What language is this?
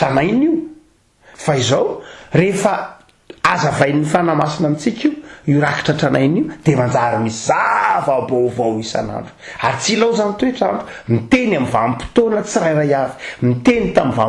Malagasy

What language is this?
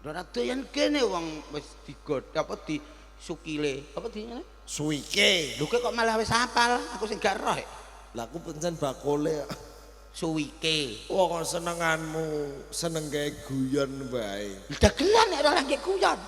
Javanese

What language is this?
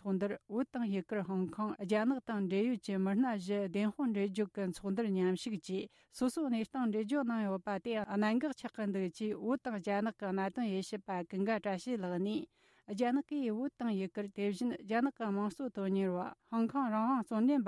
Tibetan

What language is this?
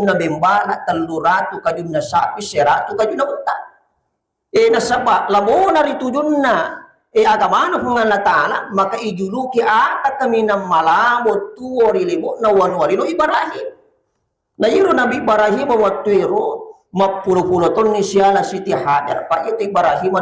Buginese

